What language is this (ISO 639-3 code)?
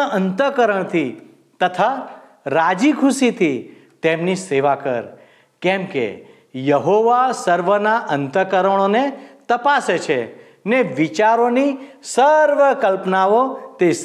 guj